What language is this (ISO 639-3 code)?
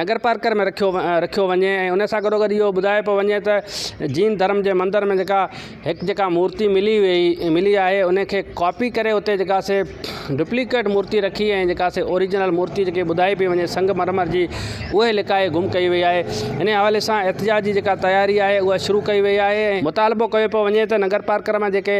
snd